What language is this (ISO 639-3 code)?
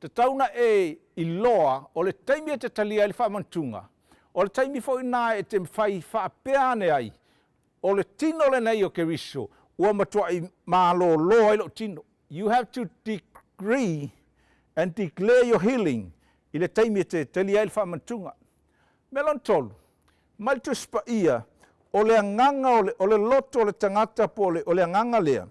smo